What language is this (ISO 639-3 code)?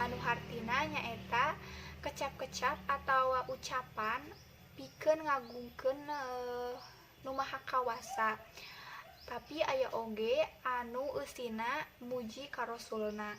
sun